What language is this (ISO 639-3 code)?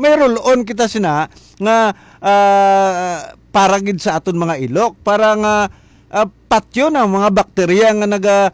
hil